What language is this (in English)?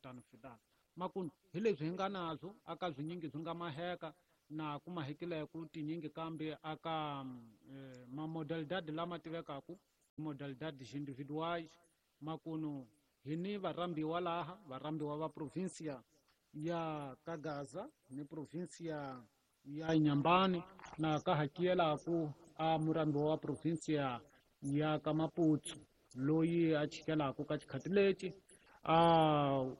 Tsonga